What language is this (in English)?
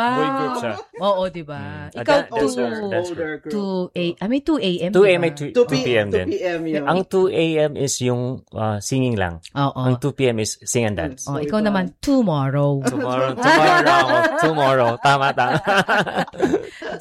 Filipino